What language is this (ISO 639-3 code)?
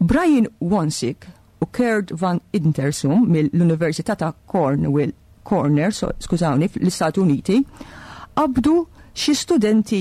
mlt